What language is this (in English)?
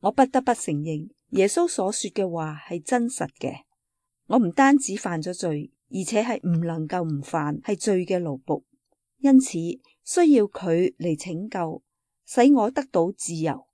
Cantonese